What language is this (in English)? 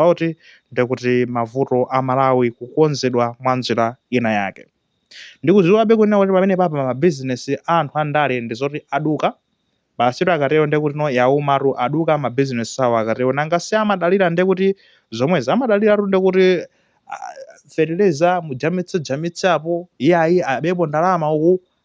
Nyanja